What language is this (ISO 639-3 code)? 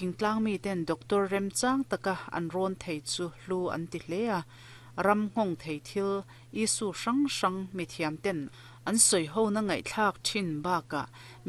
lus